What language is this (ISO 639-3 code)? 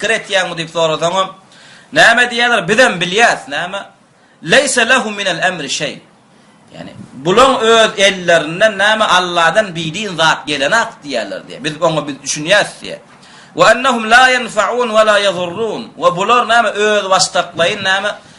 tuk